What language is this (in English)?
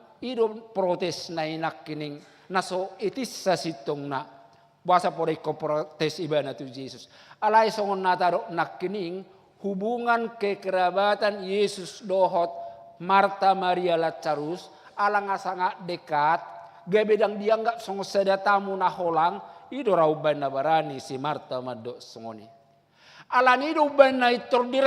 Batak Toba